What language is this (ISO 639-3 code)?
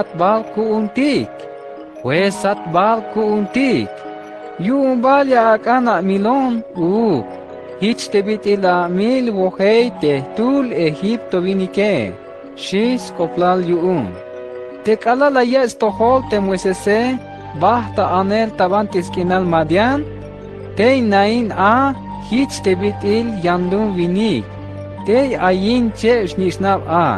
tzh